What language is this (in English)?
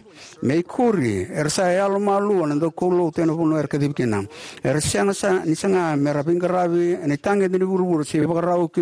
Fijian